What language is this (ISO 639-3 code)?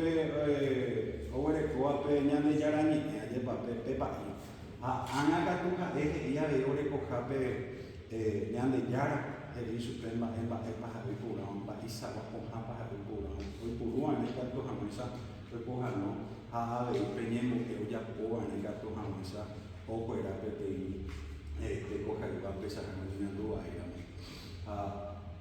grn